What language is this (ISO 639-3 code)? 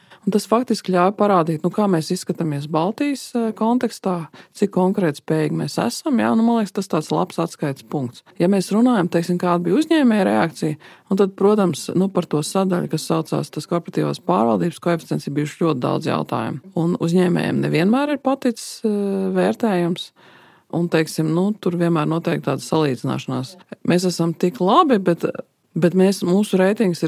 lav